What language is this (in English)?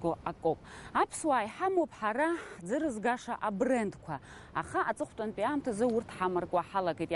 Abkhazian